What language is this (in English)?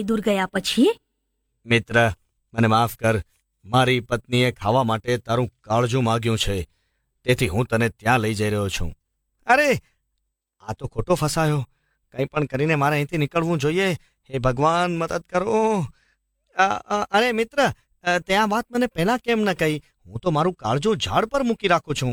Gujarati